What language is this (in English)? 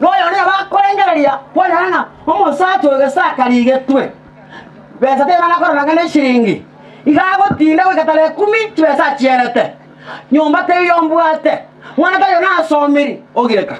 Gusii